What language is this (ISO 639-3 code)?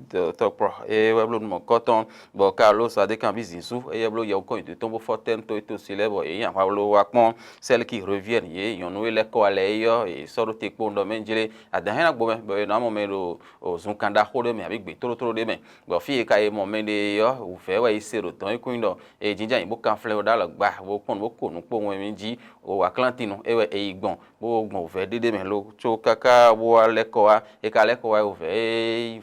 fon